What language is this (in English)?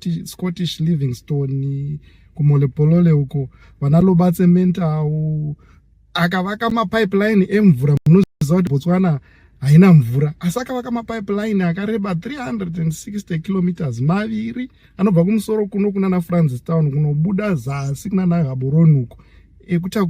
Shona